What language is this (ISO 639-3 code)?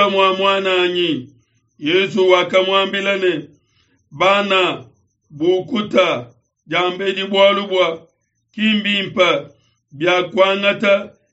lua